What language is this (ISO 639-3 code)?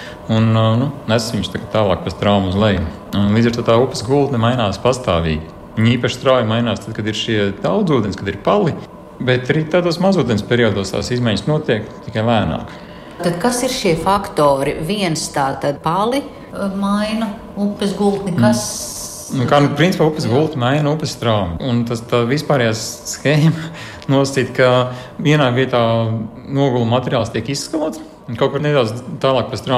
lav